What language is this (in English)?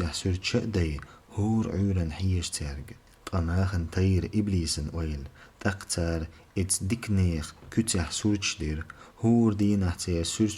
Chechen